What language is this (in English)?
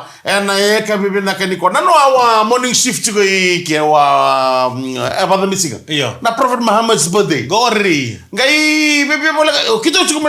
Fijian